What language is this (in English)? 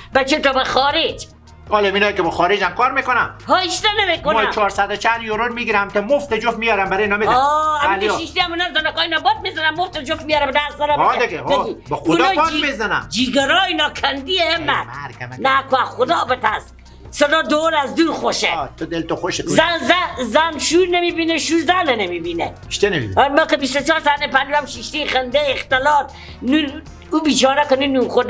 Persian